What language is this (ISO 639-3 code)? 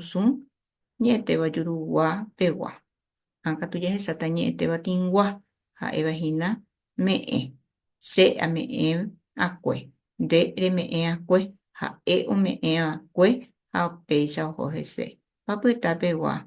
grn